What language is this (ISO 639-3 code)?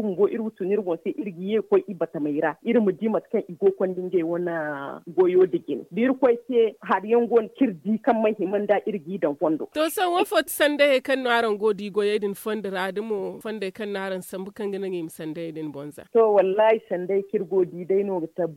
dje